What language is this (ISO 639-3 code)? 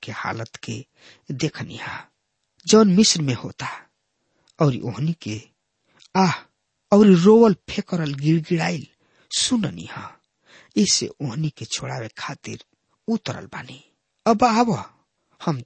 bho